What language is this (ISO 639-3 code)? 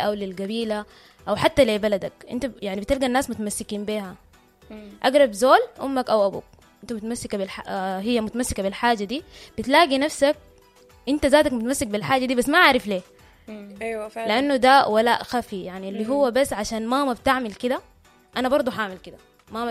apd